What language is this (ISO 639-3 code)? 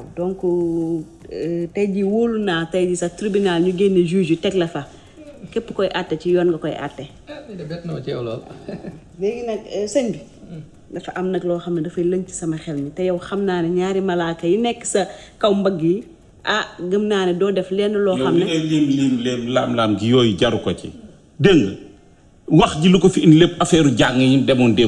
wol